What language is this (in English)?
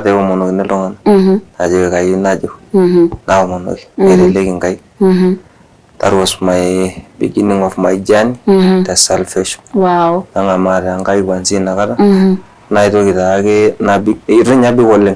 Masai